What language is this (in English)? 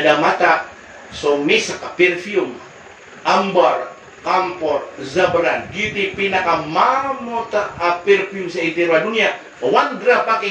Maranao